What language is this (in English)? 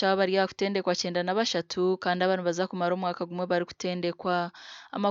Nyankole